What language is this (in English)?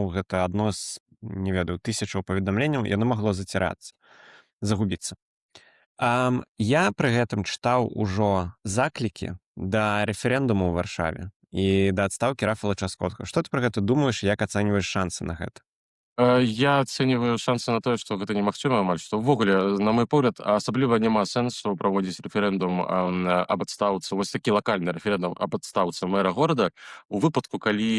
Belarusian